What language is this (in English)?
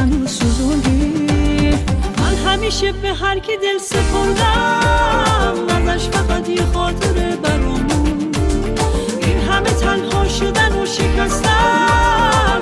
Persian